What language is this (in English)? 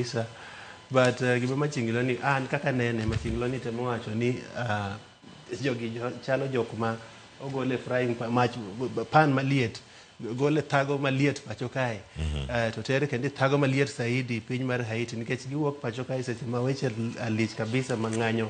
Luo (Kenya and Tanzania)